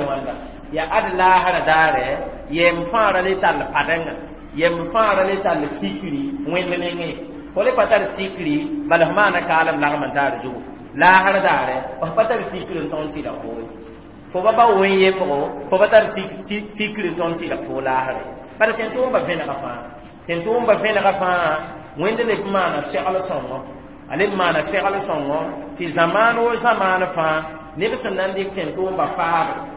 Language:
Mossi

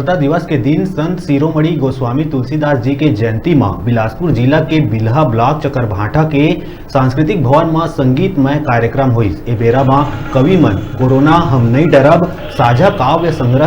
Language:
Chhattisgarhi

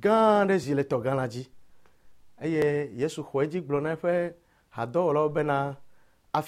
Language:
Ewe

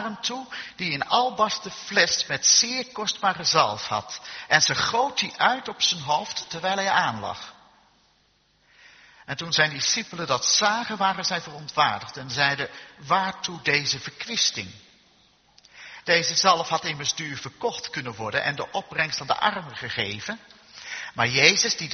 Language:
Dutch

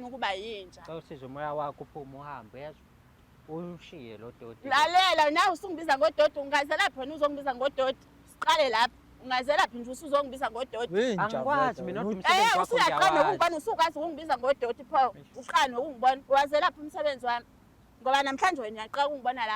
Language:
Zulu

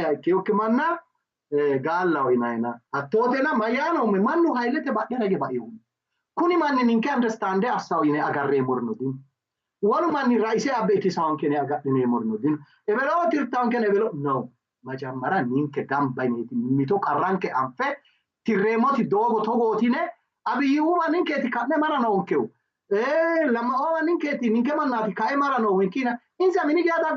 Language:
Sidamo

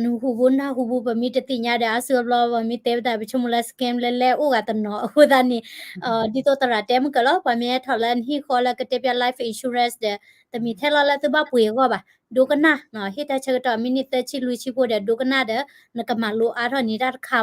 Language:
S'gaw Karen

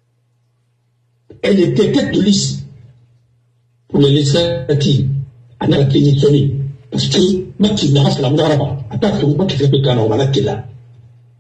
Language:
French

